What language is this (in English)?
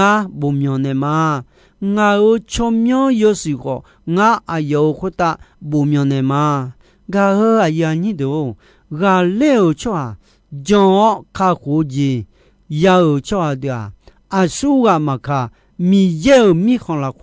Akha